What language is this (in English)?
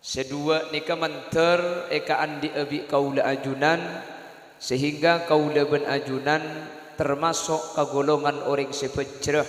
Madurese